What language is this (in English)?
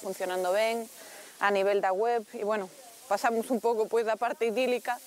Galician